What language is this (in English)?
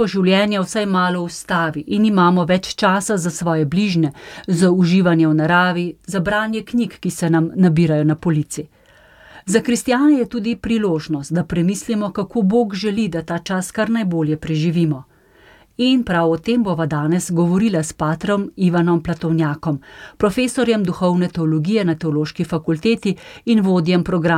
Slovenian